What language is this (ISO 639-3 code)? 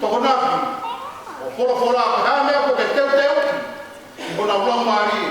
ton